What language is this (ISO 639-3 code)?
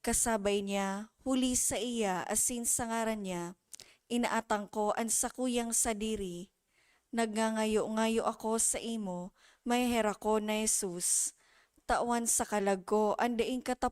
bik